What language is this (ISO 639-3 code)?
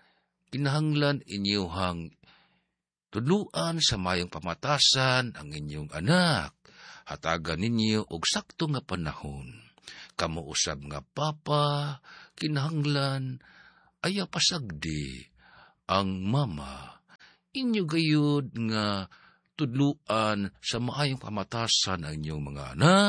ceb